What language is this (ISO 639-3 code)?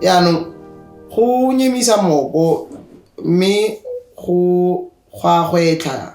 tsn